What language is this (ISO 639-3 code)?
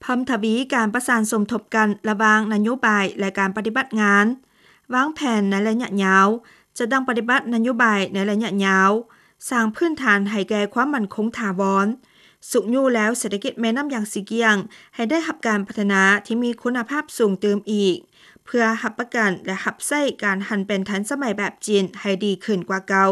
lao